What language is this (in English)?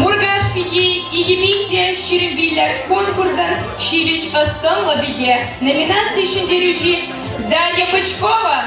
Chuvash